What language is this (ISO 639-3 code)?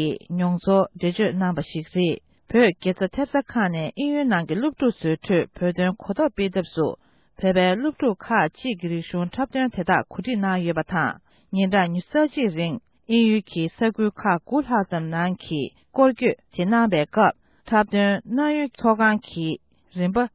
bod